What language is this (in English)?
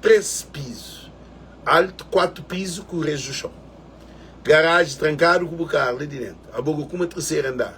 Kabuverdianu